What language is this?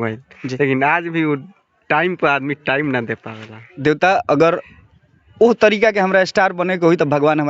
Bhojpuri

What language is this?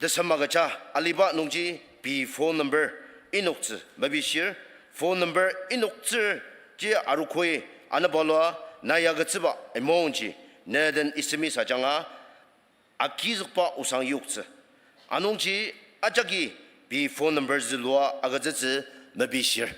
Ao Naga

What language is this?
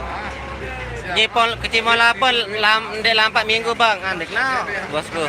Sasak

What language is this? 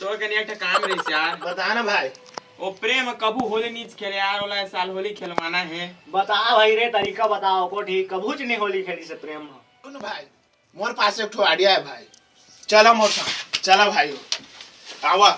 Chhattisgarhi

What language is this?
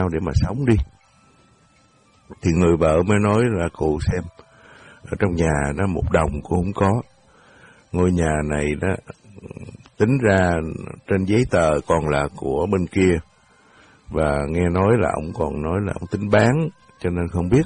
Vietnamese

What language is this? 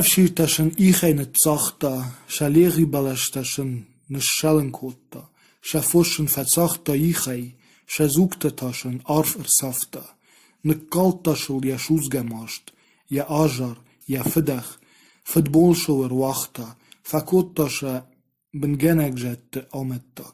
Ossetic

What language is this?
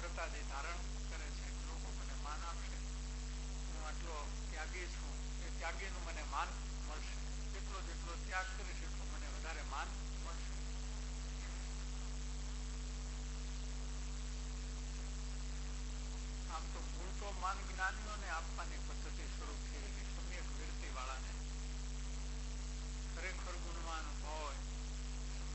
Gujarati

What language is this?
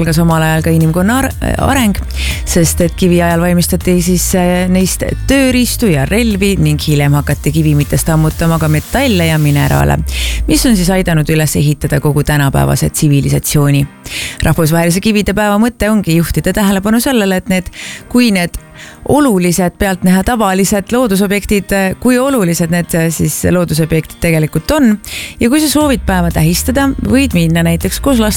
Estonian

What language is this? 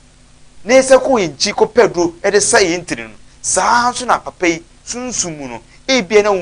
Akan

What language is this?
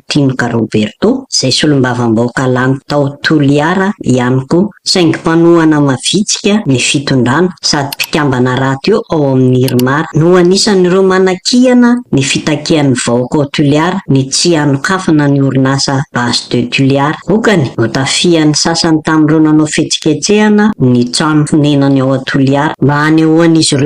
Malagasy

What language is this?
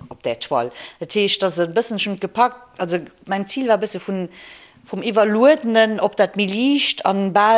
Luxembourgish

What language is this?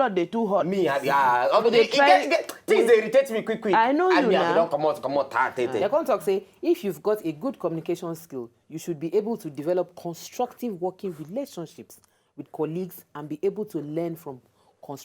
Nigerian Pidgin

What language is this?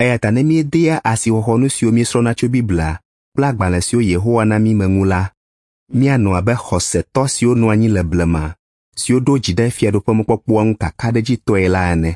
Ewe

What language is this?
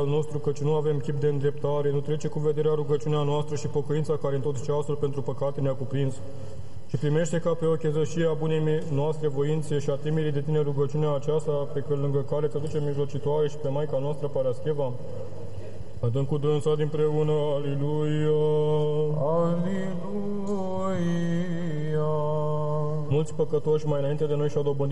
Romanian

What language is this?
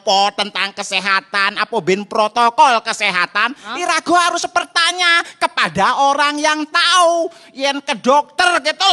Balinese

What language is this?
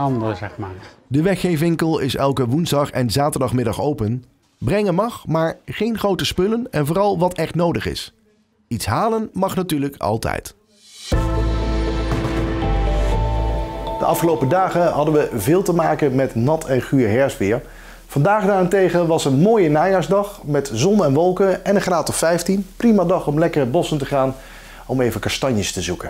Dutch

